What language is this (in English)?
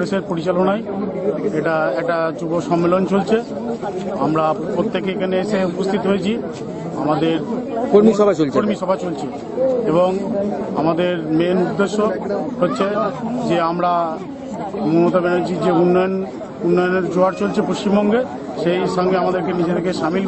Bangla